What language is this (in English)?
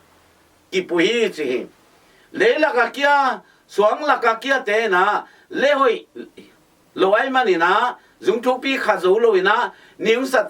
Tedim Chin